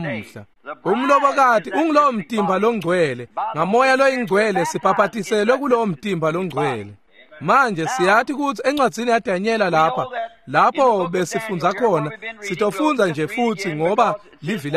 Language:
Swati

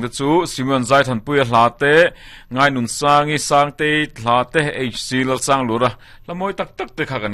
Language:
Mizo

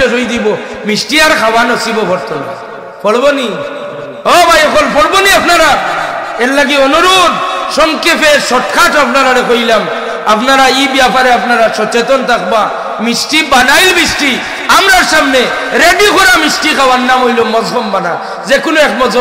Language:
Sylheti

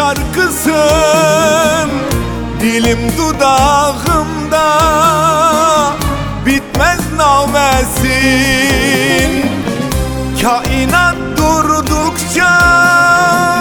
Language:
Turkish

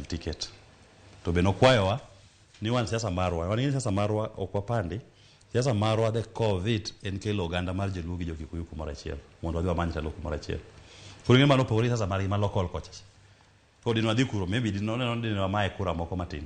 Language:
Luo (Kenya and Tanzania)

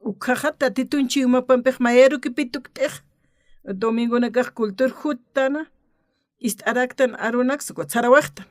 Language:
Aymara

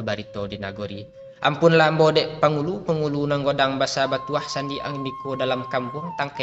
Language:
Minangkabau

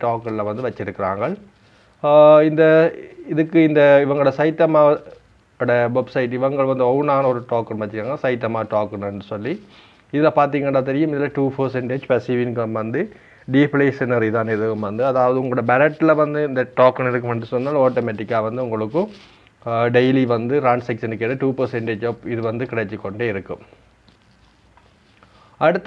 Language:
Tamil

